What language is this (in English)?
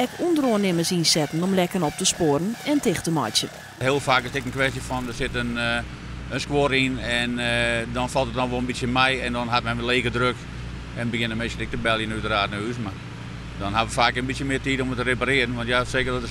Western Frisian